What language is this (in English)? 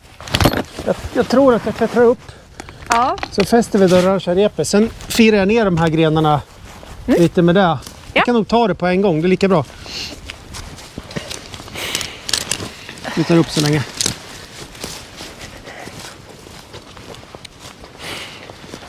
Swedish